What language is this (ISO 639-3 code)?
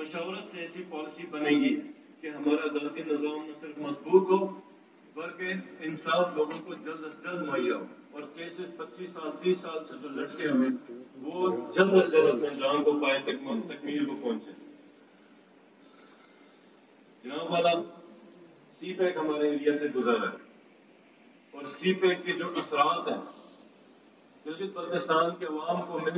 urd